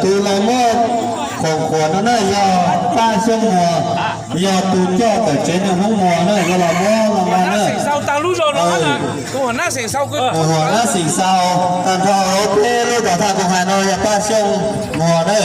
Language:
Hmong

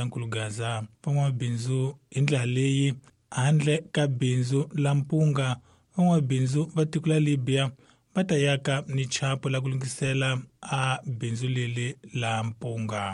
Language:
Tsonga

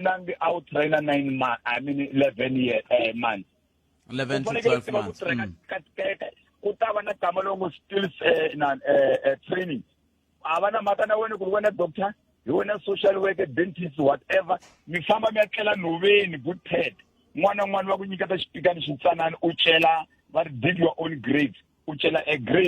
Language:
Tsonga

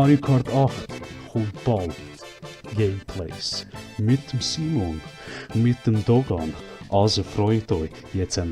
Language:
Swiss German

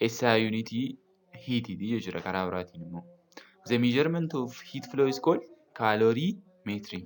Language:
Oromo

